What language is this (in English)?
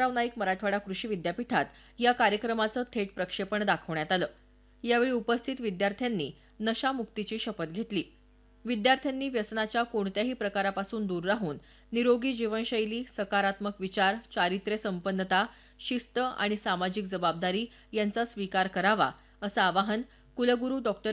Marathi